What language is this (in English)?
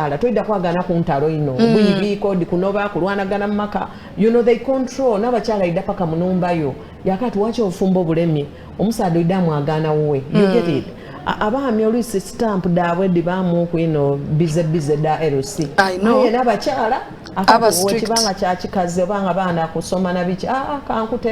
Soga